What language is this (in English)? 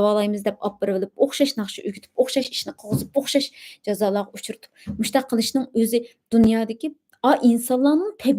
Uyghur